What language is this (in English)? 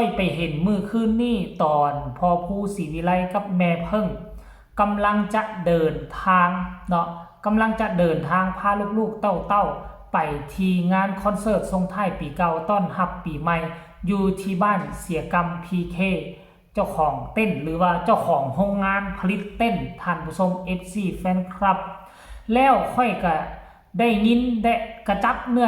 Lao